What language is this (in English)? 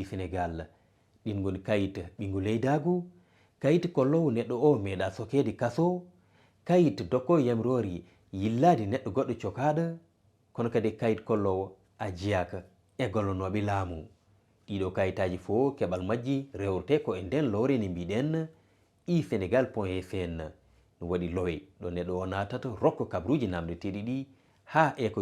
Fula